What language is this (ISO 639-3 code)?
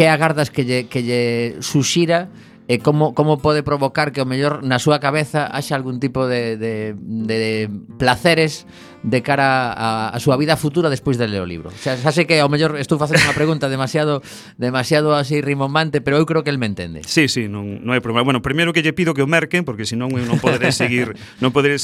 glg